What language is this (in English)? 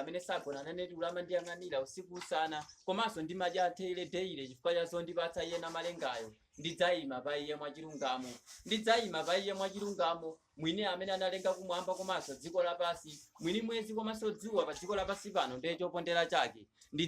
Nyanja